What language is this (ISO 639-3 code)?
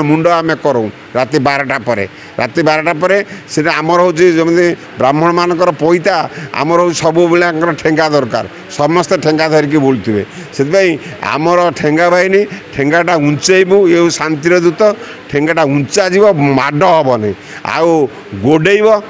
ori